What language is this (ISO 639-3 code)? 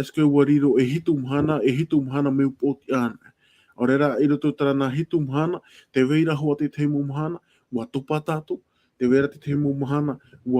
tah